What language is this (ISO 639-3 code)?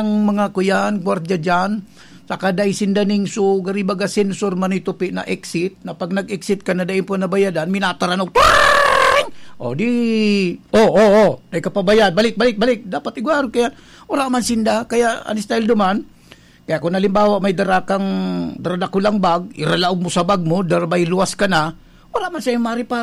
bik